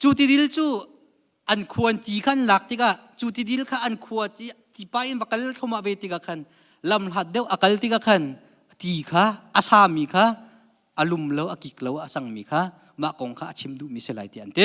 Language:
Hakha Chin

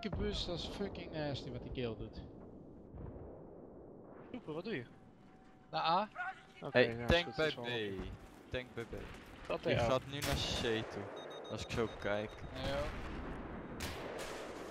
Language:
Dutch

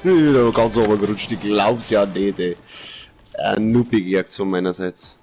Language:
Bavarian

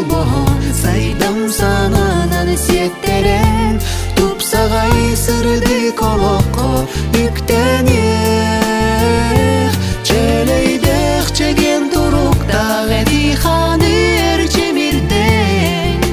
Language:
Yakut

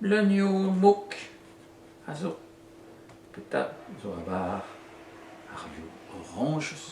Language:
Breton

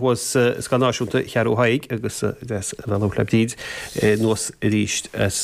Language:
Irish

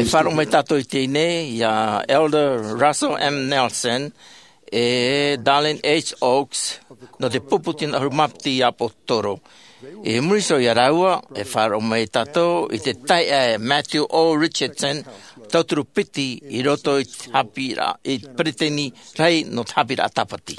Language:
Tahitian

